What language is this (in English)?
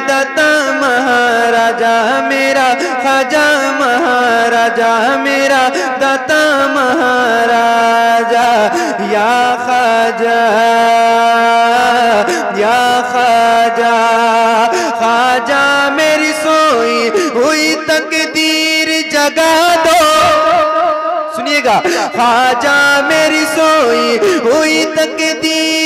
Hindi